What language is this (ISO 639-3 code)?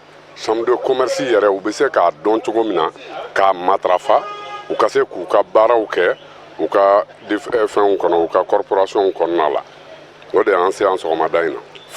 bam